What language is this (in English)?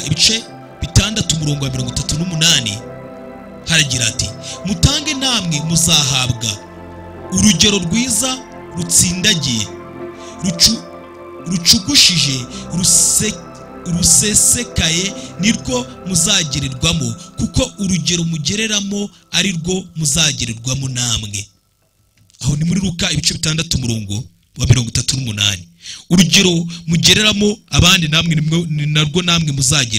Kinyarwanda